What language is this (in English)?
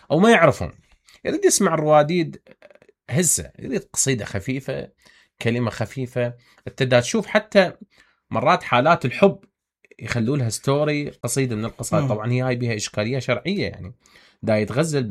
Mesopotamian Arabic